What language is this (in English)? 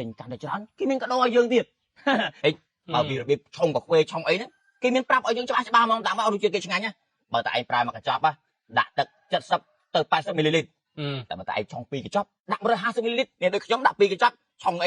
Khmer